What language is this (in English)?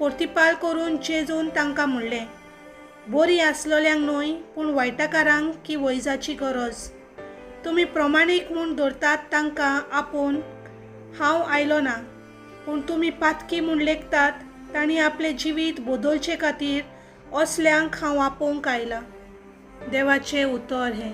Konkani